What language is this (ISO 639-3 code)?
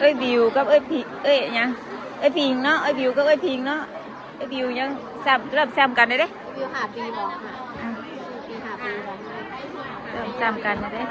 tts